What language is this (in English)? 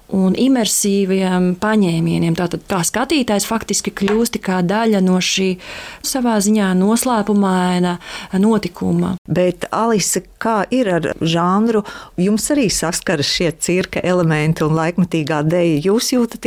Latvian